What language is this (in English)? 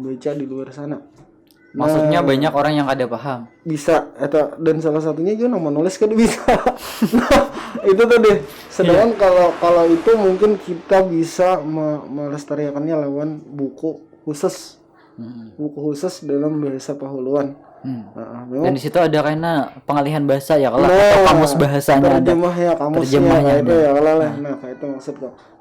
Banjar